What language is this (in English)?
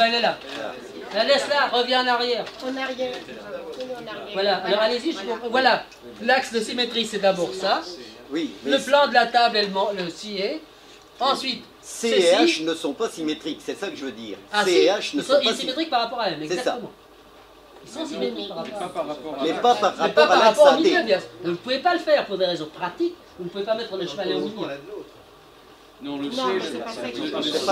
French